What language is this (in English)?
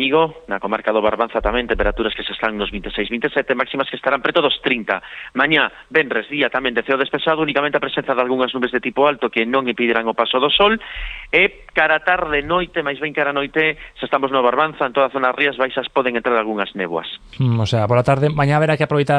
Galician